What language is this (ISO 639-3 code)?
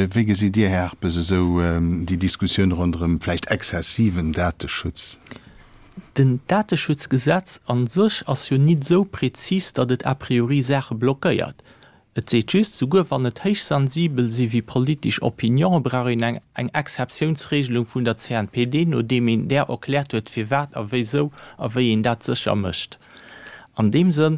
ltz